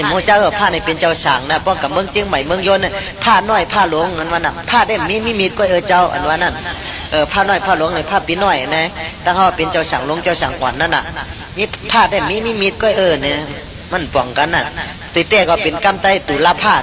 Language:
Shan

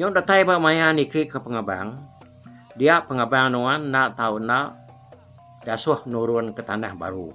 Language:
Iban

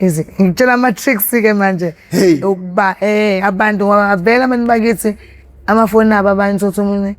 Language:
Zulu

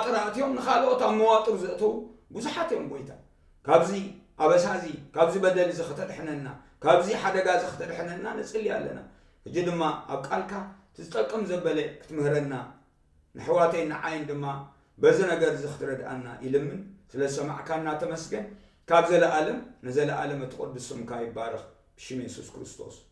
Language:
Tigrinya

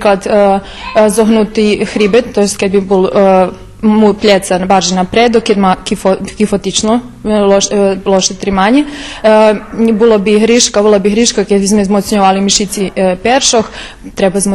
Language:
Rusyn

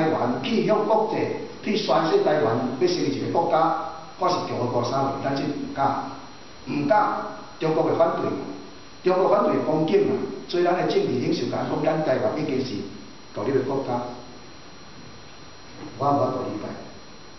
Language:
Min Nan Chinese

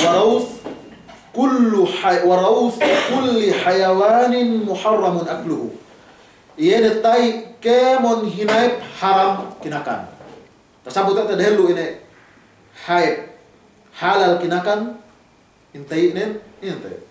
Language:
Yakan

